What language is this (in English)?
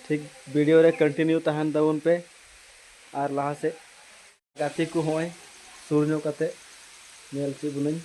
Santali